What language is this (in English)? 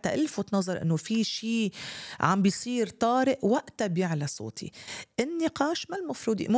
North Levantine Arabic